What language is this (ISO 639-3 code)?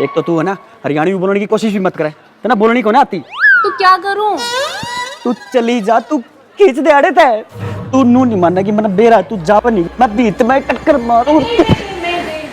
bgc